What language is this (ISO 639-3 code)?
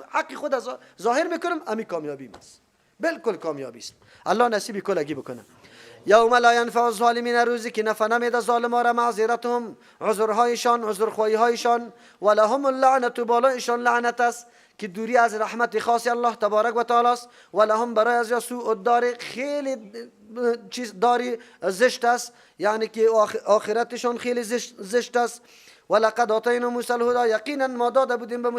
fas